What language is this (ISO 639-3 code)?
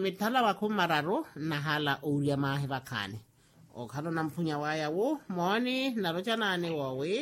vmw